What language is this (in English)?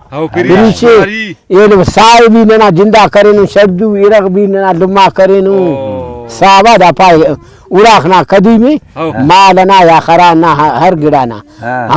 Brahui